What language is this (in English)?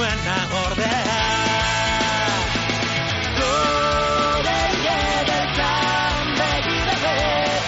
Basque